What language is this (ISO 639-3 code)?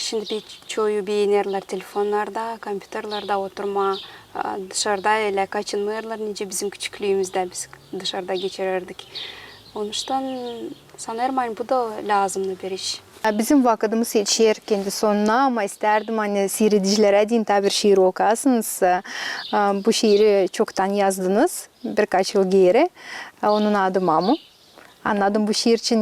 gag